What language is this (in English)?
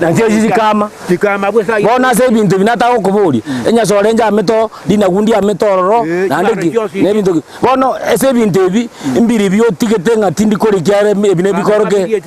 Gusii